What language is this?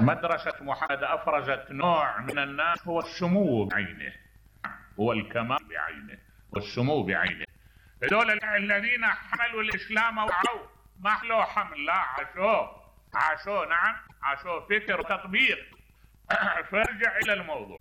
Mesopotamian Arabic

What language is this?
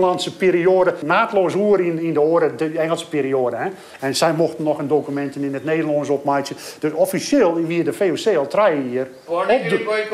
Western Frisian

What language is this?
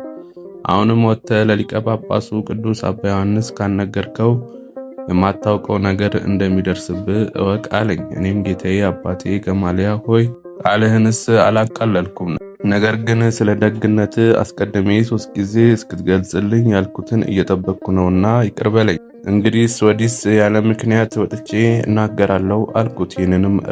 Amharic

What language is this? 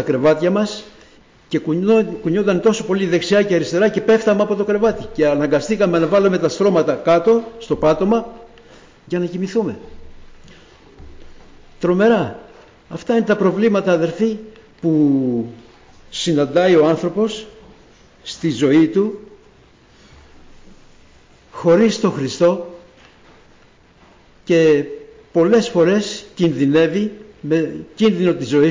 Greek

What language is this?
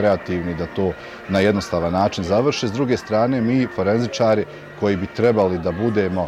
Bosnian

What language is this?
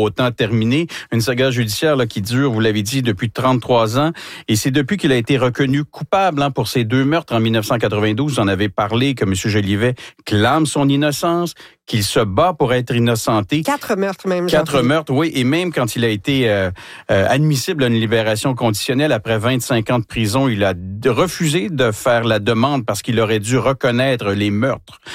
French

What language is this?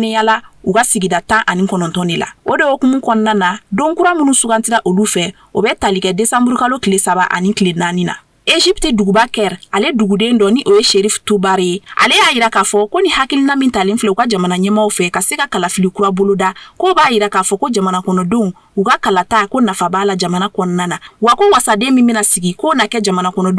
Bambara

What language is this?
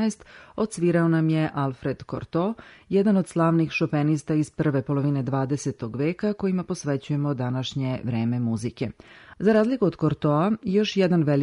Serbian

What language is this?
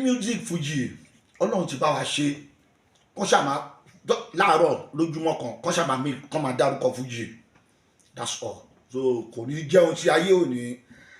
Yoruba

